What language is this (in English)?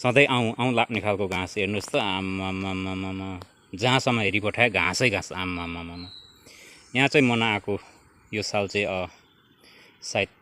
Nepali